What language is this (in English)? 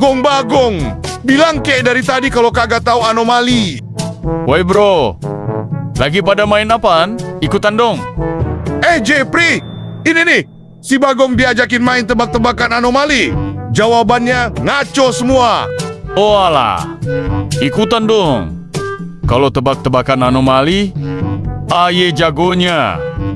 Betawi